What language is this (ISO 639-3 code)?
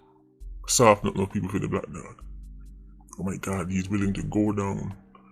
jam